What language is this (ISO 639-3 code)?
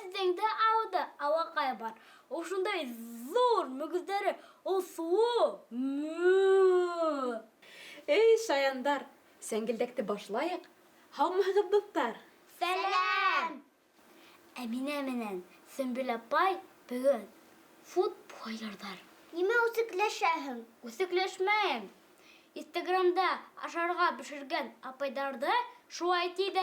bak